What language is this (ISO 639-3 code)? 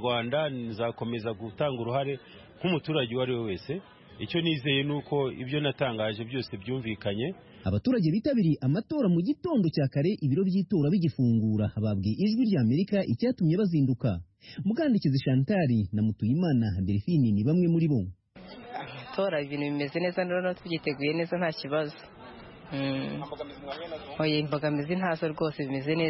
kin